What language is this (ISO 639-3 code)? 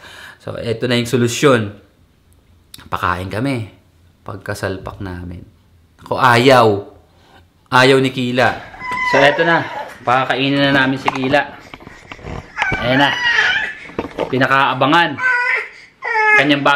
fil